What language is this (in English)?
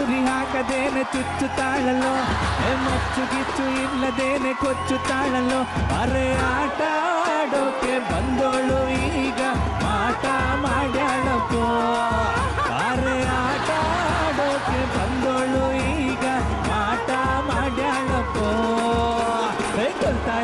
Kannada